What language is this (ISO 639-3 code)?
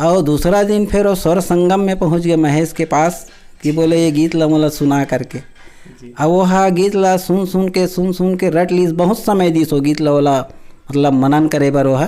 hne